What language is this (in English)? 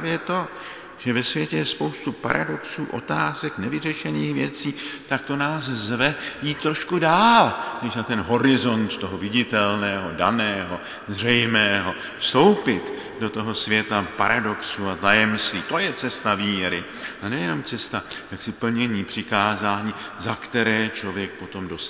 Czech